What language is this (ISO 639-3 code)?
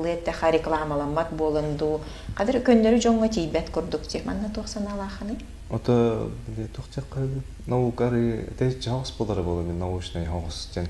sah